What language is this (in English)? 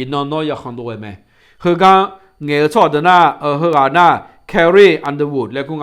Akha